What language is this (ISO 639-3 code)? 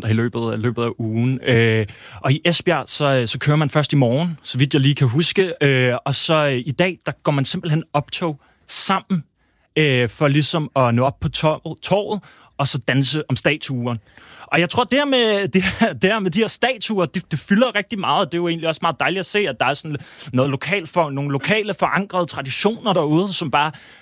dan